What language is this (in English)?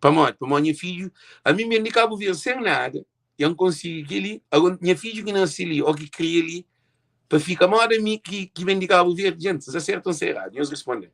Kabuverdianu